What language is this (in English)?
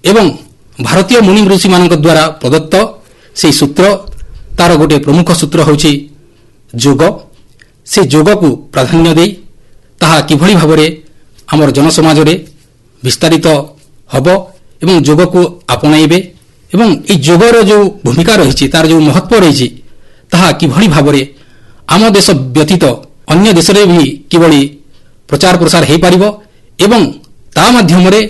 Odia